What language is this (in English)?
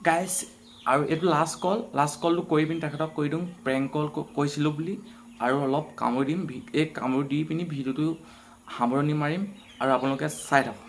Assamese